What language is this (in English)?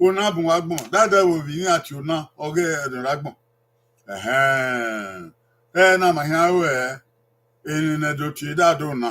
Bini